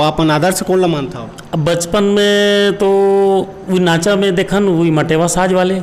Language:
Chhattisgarhi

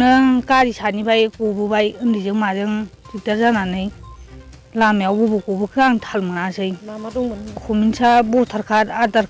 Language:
Bodo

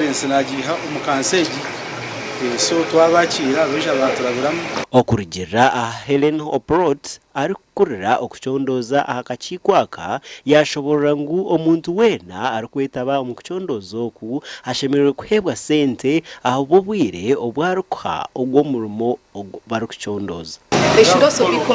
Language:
Nyankole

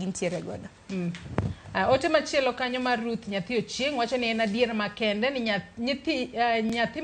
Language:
Luo (Kenya and Tanzania)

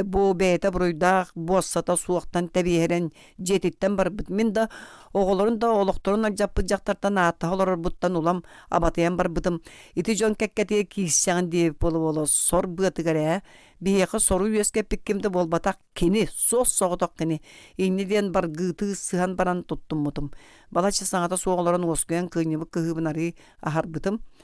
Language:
Yakut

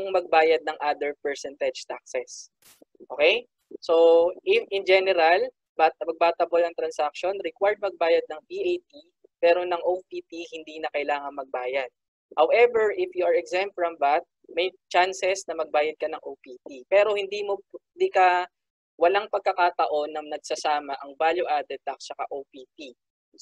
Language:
Filipino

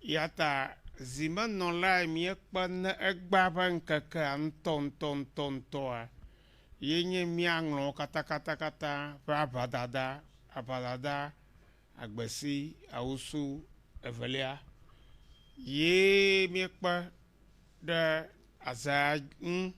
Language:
Ewe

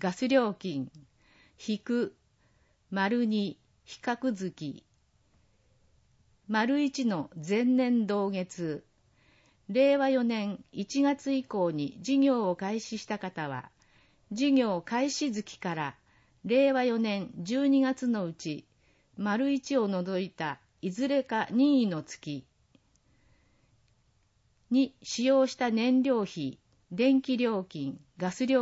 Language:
Japanese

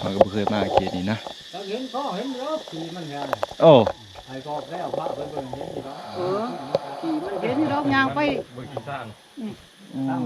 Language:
Lao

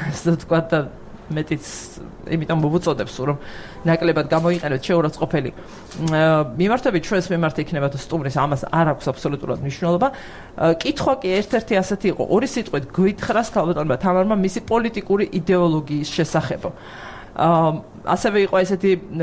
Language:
Georgian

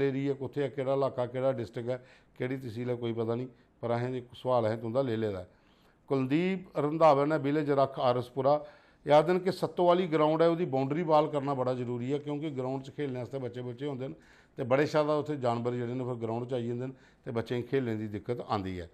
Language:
Dogri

